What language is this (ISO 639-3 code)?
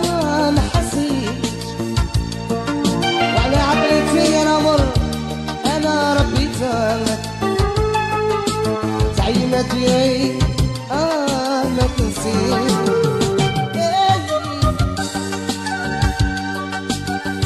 arq